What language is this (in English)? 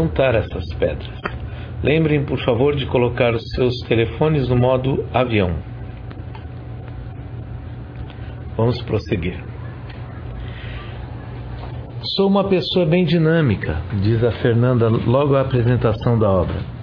Portuguese